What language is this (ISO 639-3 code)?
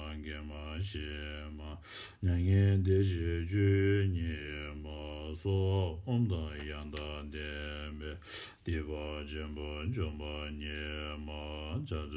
bod